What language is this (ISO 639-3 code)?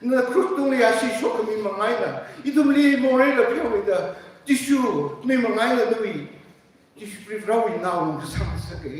nmf